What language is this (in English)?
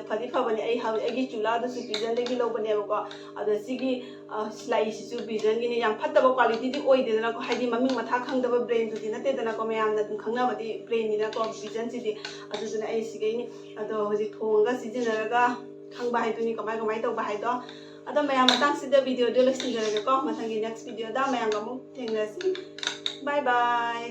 Manipuri